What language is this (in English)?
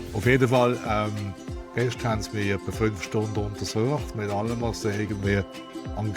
Swiss German